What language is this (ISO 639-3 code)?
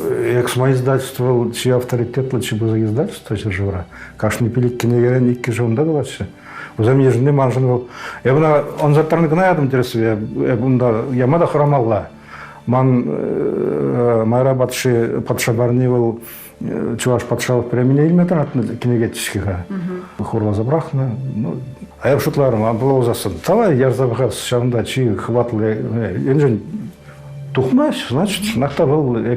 chv